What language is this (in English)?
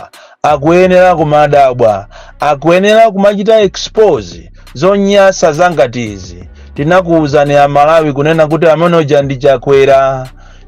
Nyanja